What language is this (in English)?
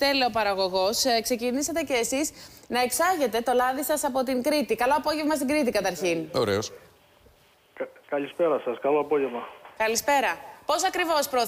Greek